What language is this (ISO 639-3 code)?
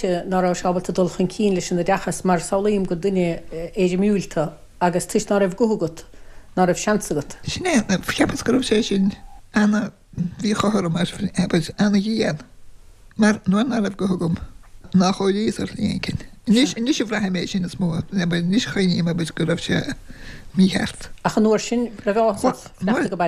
gle